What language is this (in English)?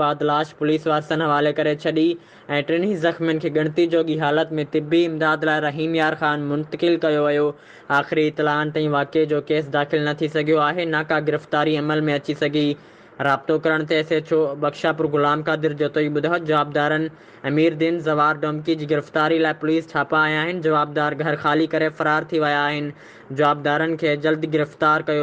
Sindhi